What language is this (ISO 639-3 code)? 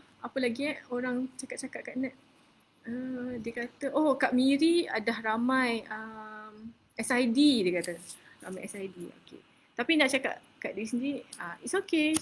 msa